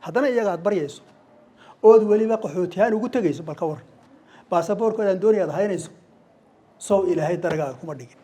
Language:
Somali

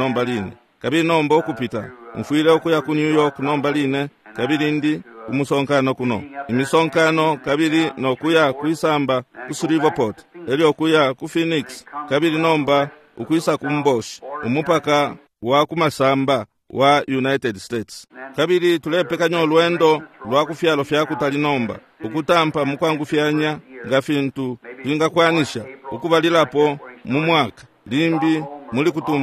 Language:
Bemba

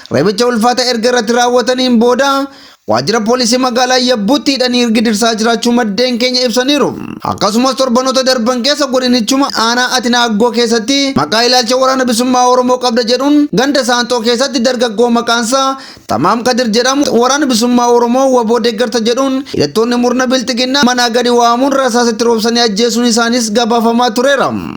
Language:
Oromo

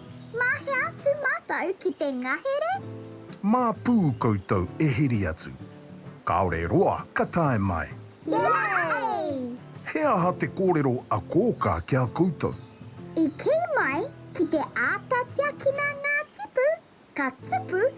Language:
Māori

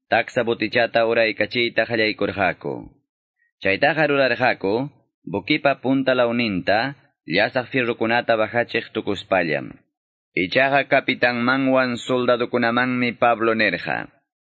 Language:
Quechua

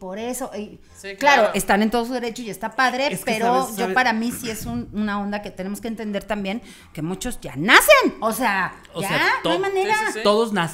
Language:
Spanish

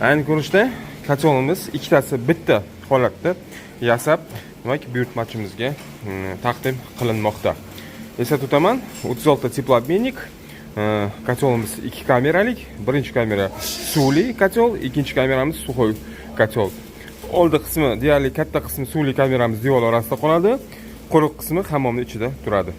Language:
Uzbek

